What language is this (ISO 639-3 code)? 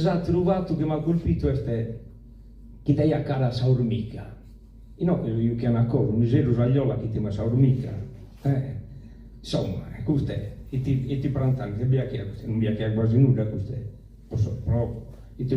srd